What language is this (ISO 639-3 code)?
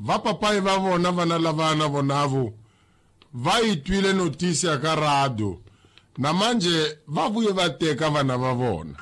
tso